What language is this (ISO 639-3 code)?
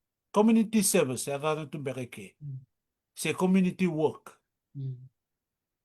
fij